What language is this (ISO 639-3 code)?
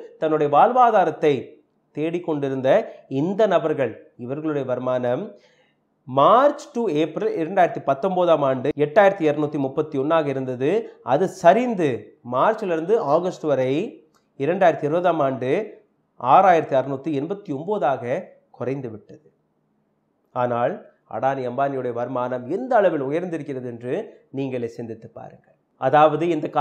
tam